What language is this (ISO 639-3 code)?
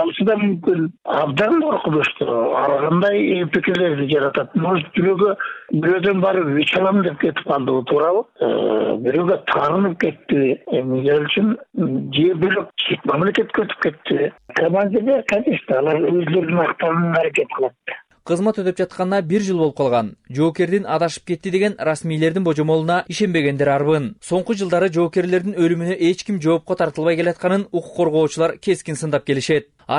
kir